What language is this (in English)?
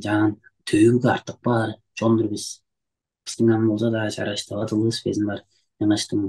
Tuvinian